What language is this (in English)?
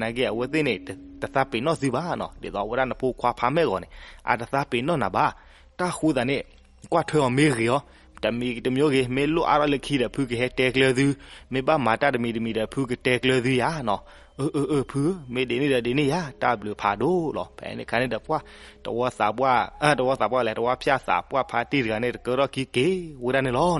S'gaw Karen